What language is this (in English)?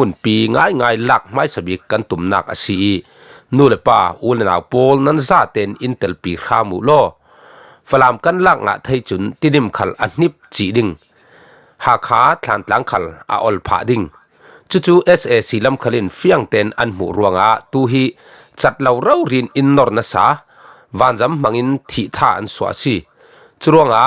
Falam Chin